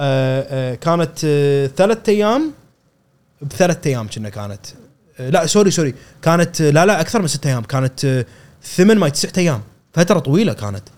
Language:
Gulf Arabic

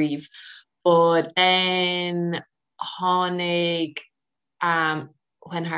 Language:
Irish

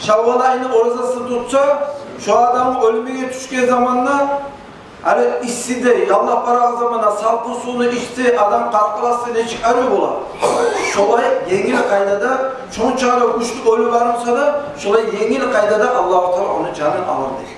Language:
Kumyk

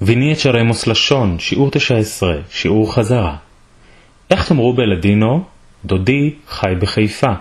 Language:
Ladino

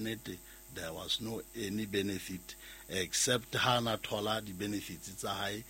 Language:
Southern Sotho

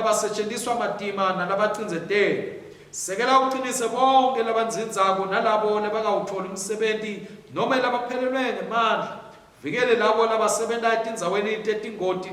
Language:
Swati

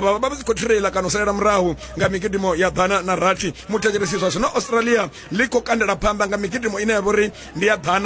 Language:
Venda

